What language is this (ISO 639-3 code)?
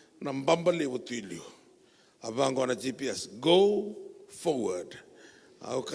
fij